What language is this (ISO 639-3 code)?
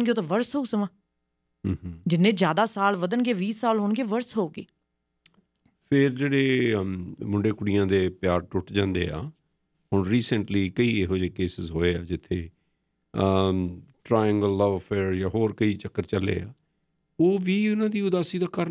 pan